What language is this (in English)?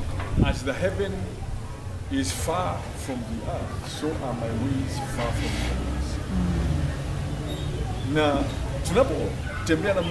Swahili